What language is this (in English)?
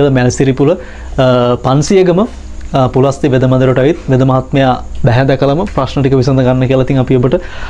Sinhala